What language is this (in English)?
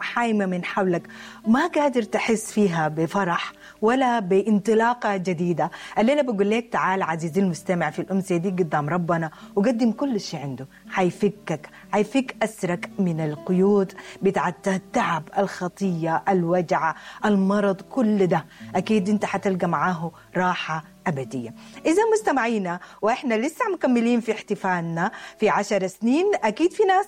Sudanese Arabic